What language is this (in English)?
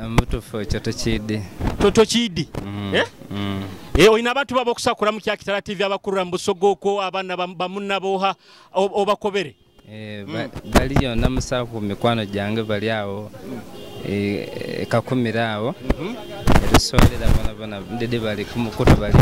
Nyoro